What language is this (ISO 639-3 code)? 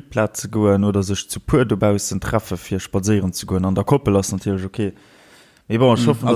ltz